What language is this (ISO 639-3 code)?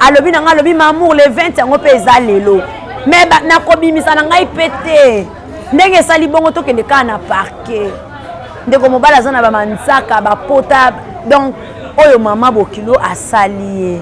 lin